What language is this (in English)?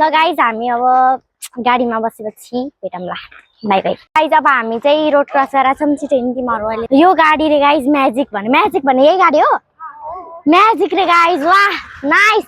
Nepali